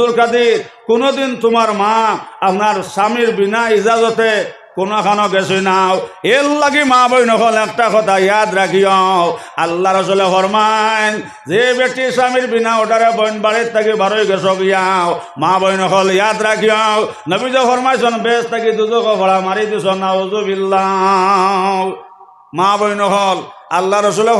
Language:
Sylheti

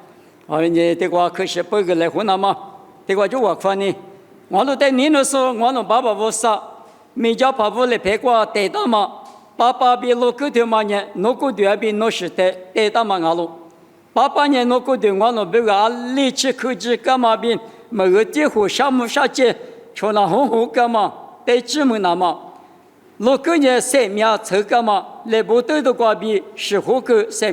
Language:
Lisu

